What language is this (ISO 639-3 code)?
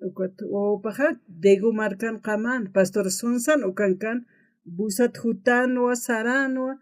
aym